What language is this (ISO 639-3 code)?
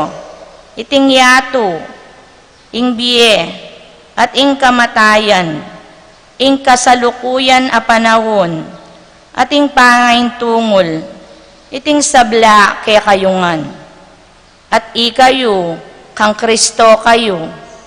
pam